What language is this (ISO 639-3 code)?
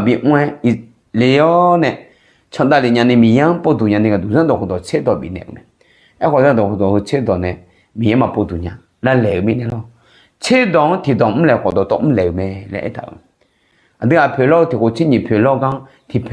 ahk